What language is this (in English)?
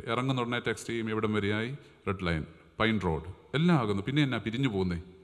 Malayalam